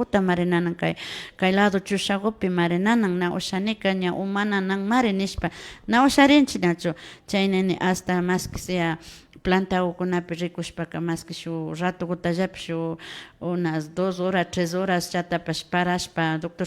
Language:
Imbabura Highland Quichua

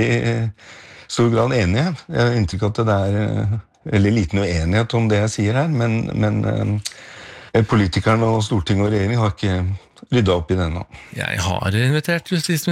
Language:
Norwegian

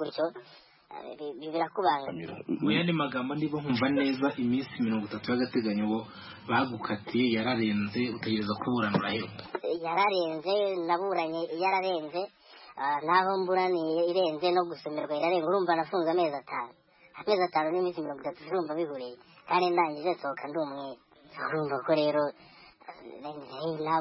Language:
Kinyarwanda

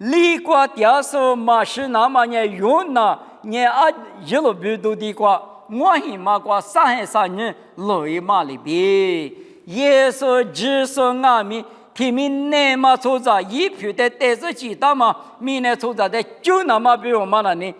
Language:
Lisu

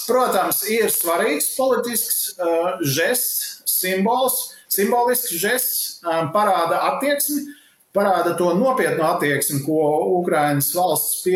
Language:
Latvian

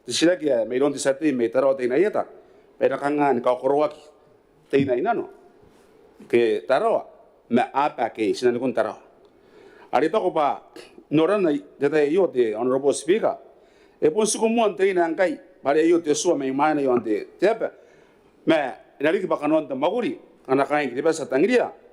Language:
Gilbertese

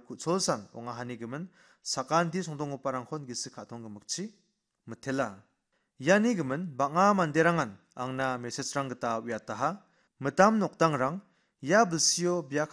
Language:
Garo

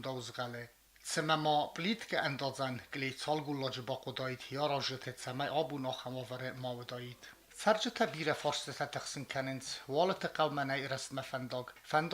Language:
Ossetic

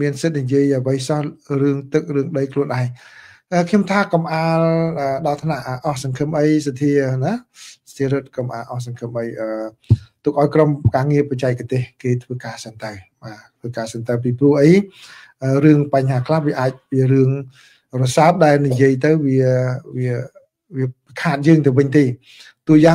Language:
Khmer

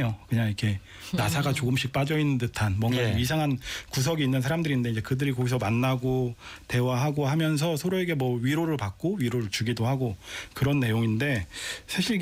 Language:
Korean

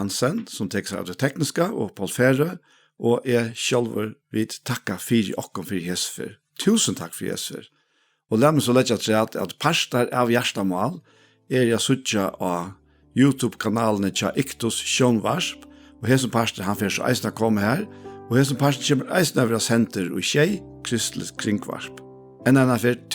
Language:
Faroese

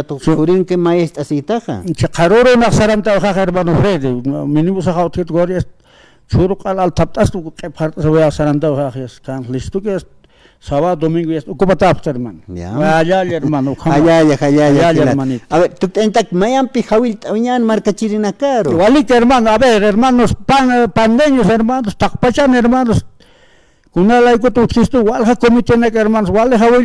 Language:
Aymara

